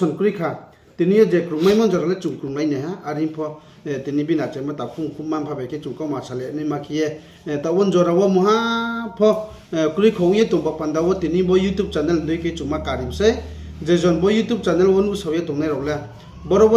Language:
Riang (India)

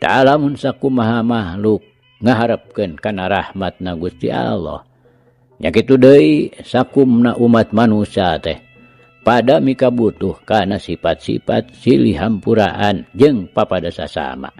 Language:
Sundanese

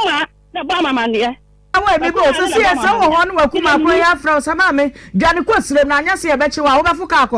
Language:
Akan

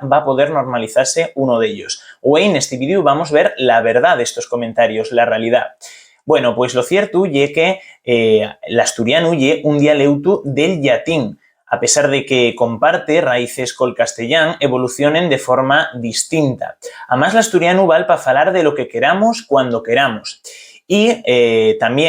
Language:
Asturian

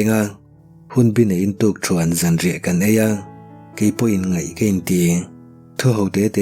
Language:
Mizo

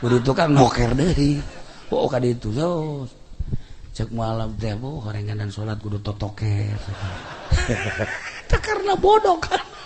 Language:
Sundanese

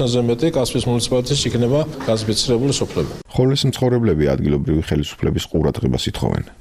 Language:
Georgian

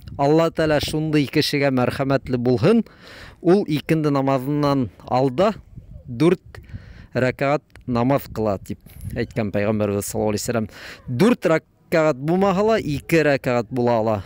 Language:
Bashkir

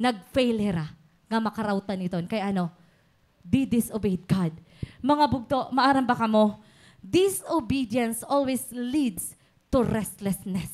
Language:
Waray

